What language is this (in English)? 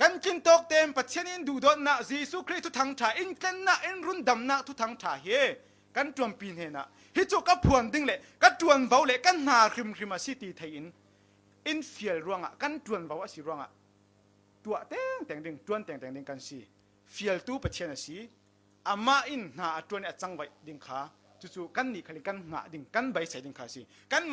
Falam Chin